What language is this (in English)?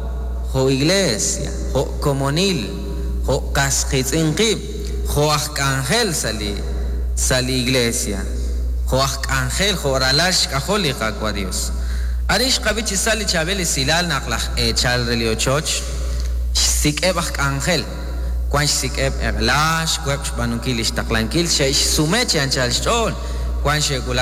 Kekchí